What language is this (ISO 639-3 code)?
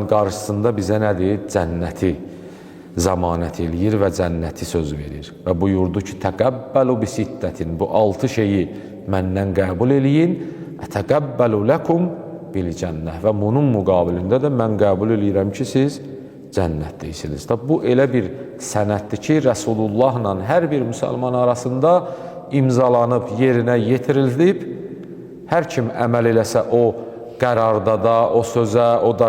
aze